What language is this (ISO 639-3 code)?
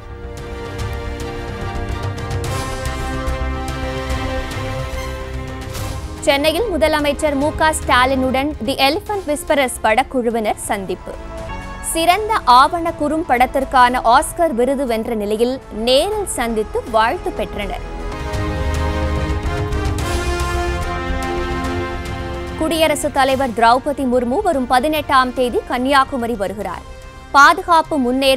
tam